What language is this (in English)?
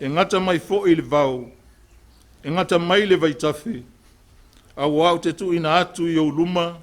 Samoan